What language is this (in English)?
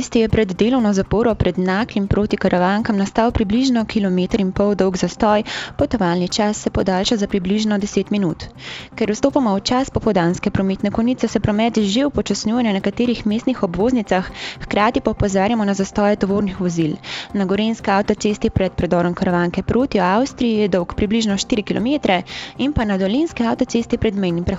Slovenian